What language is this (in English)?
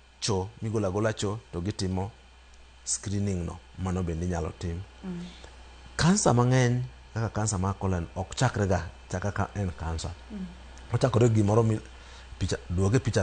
Luo (Kenya and Tanzania)